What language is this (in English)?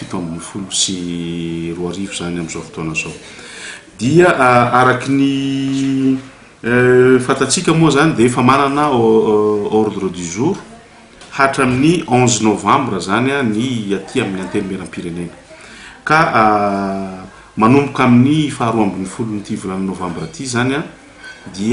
Malagasy